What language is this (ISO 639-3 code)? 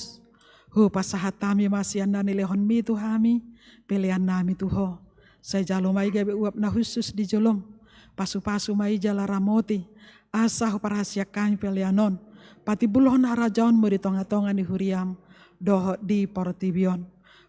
bbc